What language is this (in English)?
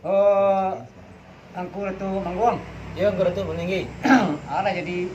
Minangkabau